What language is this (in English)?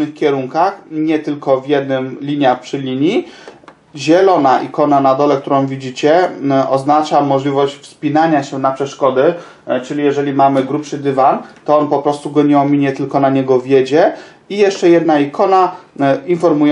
Polish